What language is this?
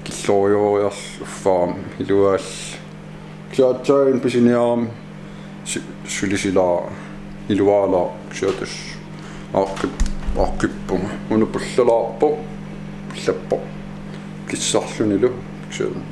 Kalaallisut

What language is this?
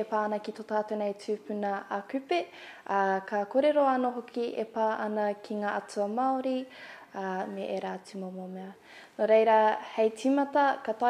Māori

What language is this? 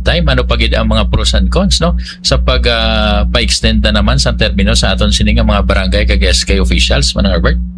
Hiligaynon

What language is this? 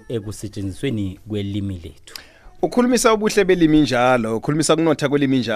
South Ndebele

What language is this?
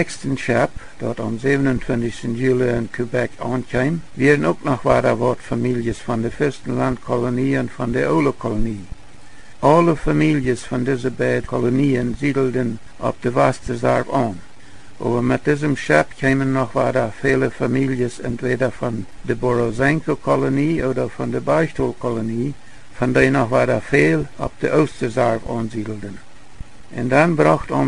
Plautdietsch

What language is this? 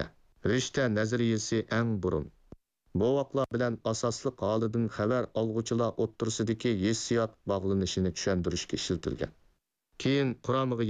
Uyghur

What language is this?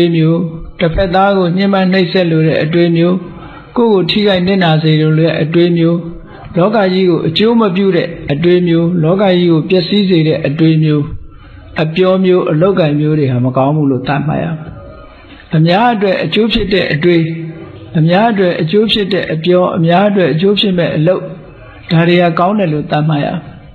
Burmese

